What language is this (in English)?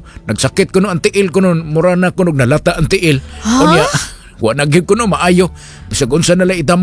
Cebuano